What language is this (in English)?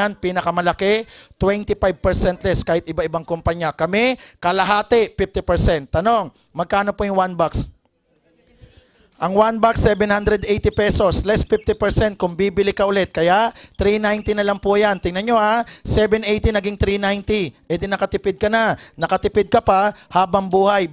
Filipino